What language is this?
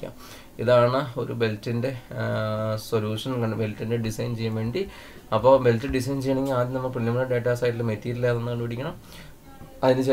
Malayalam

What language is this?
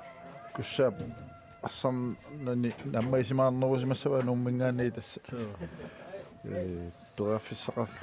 Kalaallisut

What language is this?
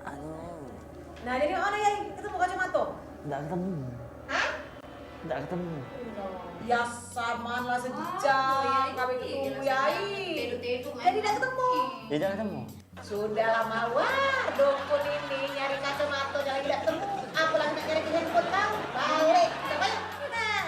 Musi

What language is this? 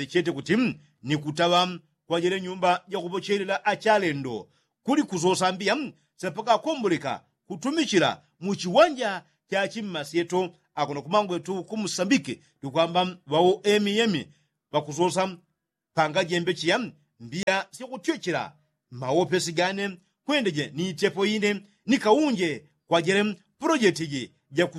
Yao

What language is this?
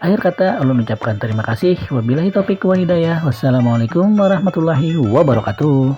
Banjar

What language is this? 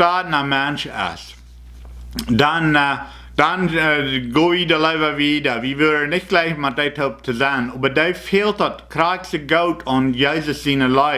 Plautdietsch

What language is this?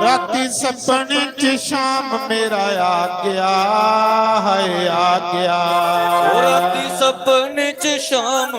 Dogri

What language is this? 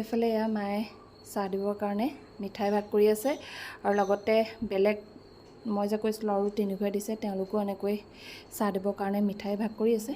Assamese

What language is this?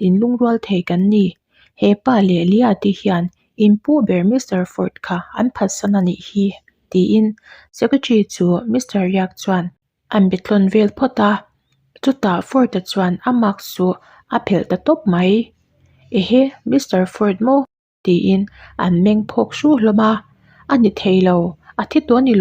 Mizo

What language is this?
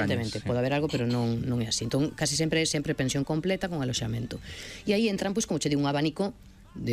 Galician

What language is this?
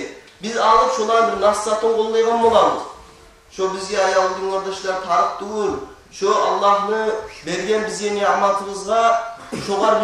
Kumyk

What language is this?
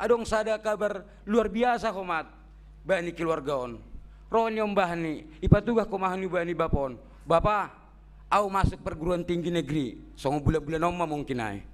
Batak Simalungun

